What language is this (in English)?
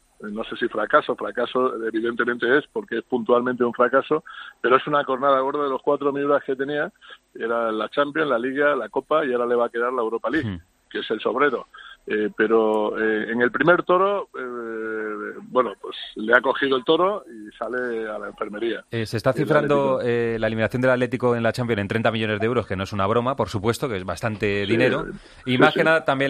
Spanish